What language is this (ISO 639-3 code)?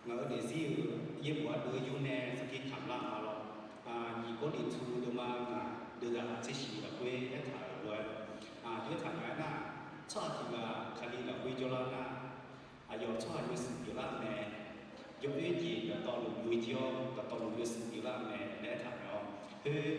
ahk